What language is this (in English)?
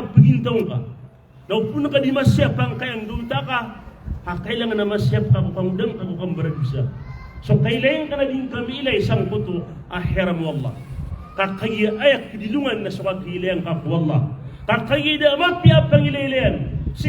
Maranao